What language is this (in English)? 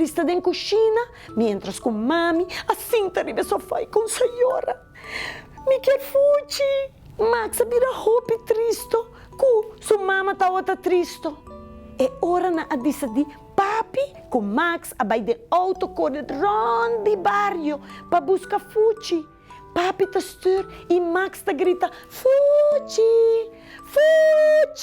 Papiamento